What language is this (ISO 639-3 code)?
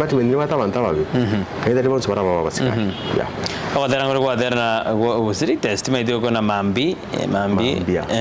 guz